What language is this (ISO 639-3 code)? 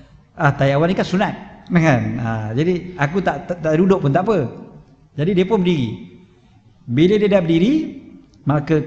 msa